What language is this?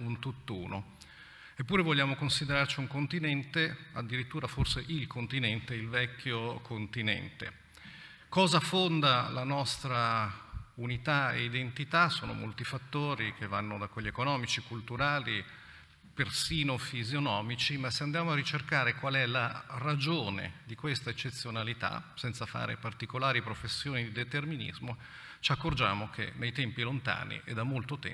Italian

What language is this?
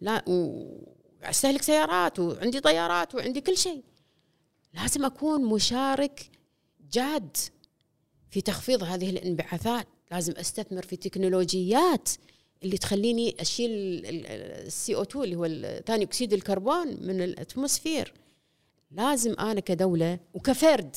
Gulf Arabic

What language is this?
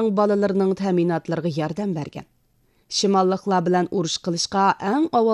Uyghur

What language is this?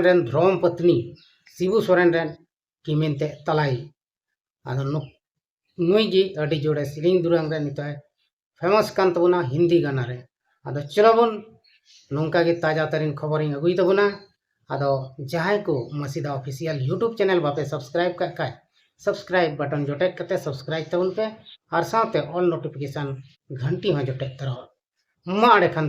Santali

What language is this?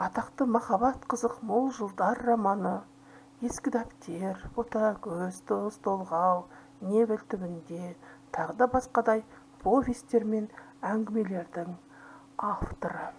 Kazakh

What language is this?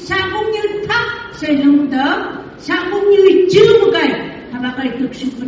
Phom Naga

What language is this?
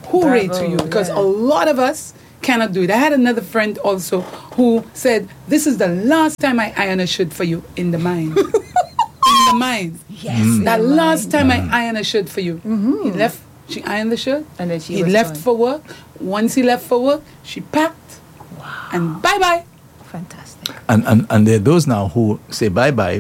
English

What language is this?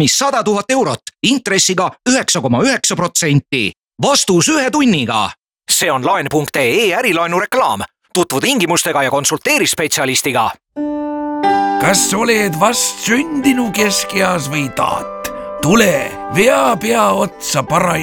Estonian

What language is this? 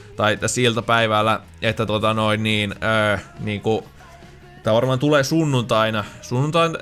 Finnish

